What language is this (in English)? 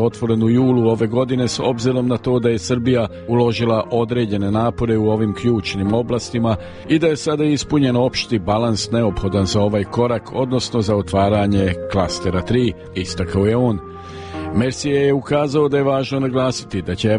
Serbian